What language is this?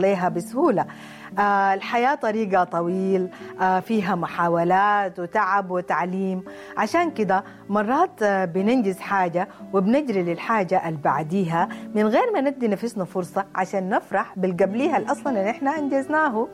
Sudanese Arabic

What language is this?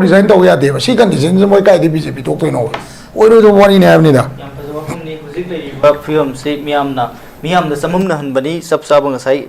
Manipuri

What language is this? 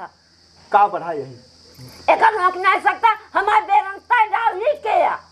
Awadhi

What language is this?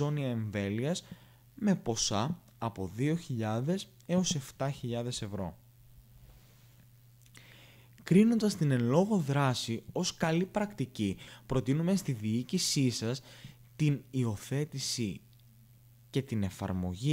Greek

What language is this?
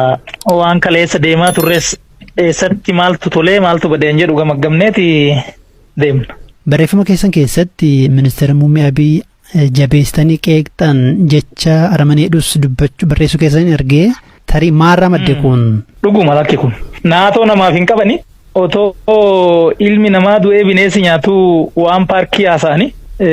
Oromo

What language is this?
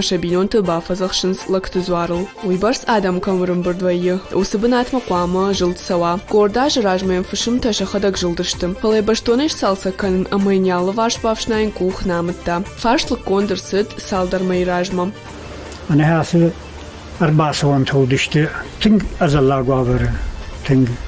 Ossetic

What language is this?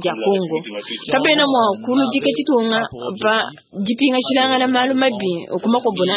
Luba-Lulua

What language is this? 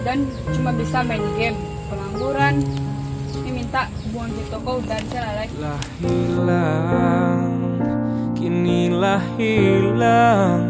Minangkabau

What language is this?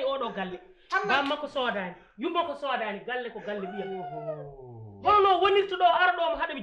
Fula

